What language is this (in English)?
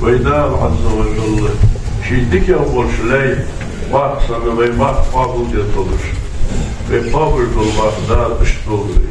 Ingush